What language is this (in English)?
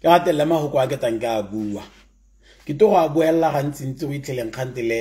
Tswana